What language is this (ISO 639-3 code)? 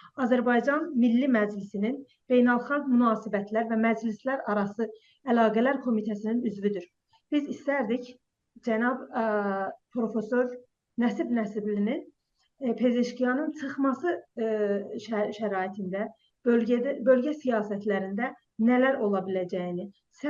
azb